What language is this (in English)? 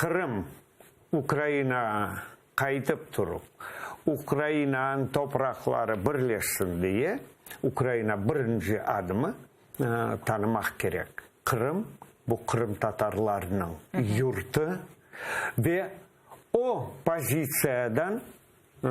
Crimean Tatar